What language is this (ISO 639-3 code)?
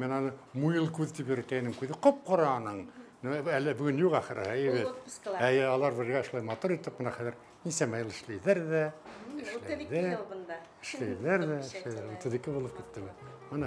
bak